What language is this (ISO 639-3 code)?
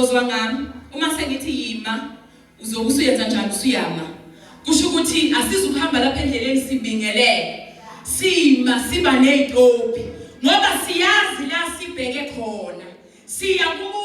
zul